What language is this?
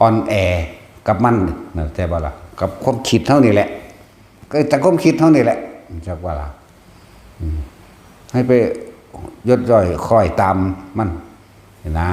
Northeastern Thai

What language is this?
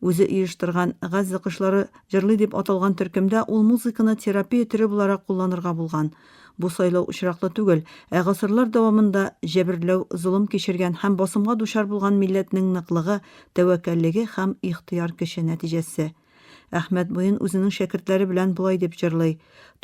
Tatar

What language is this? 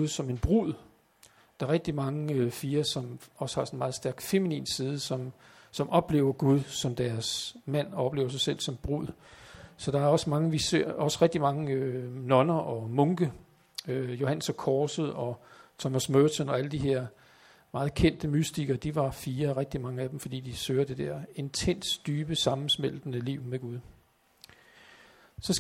Danish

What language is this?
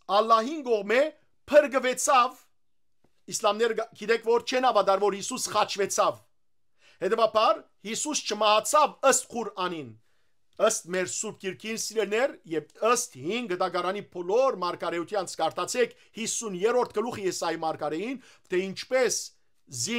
Western Armenian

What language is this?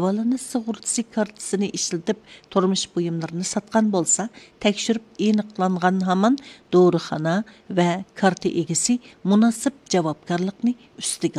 Uyghur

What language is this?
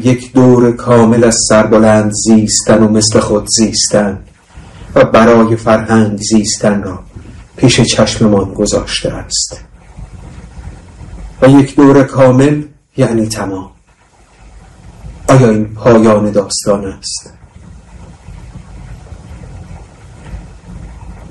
Persian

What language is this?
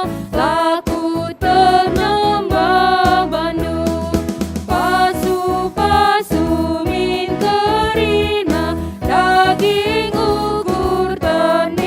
Batak Karo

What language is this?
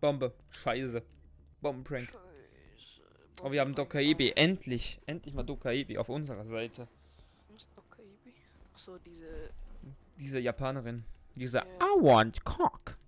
Swiss German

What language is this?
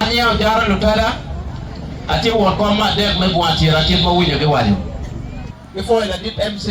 Acoli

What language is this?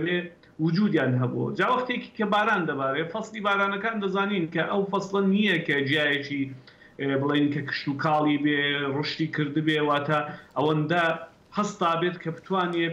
Central Kurdish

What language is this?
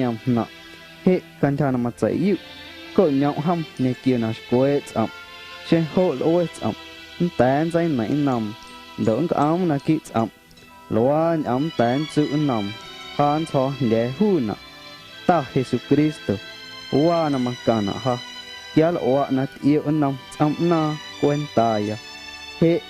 Guerrero Amuzgo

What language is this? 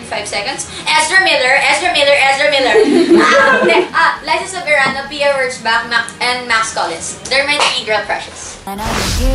Filipino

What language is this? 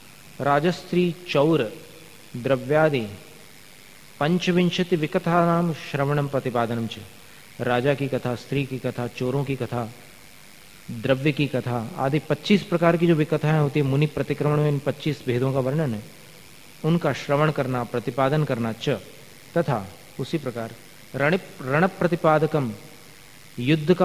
Hindi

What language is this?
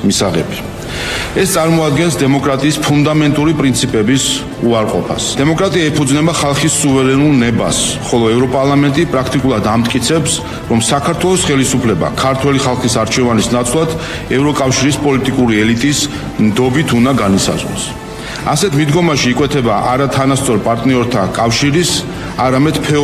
Georgian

